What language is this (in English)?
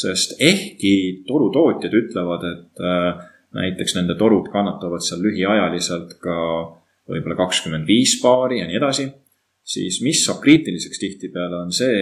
Estonian